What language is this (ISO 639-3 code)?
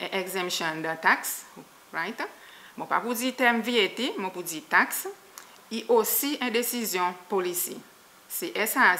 crs